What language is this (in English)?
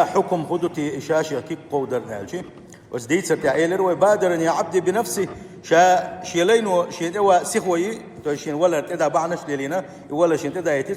Chechen